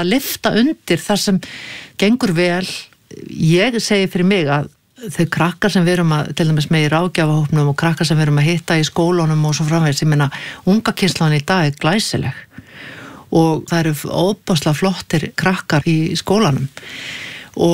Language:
Icelandic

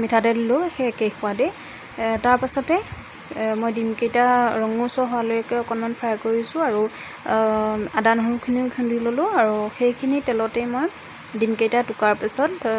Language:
Assamese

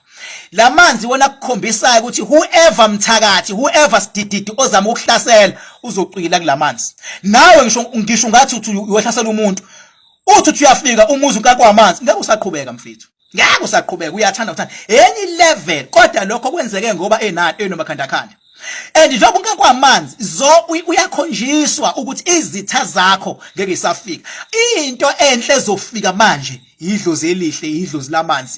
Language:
Zulu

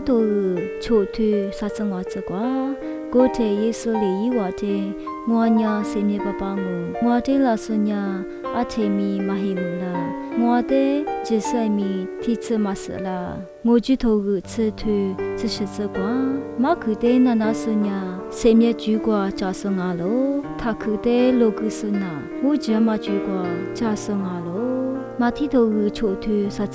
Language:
Lisu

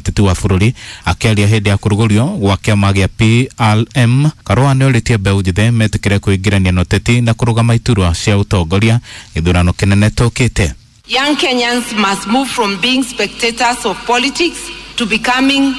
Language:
Kikuyu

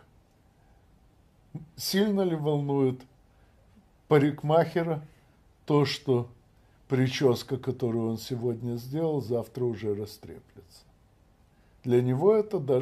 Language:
Russian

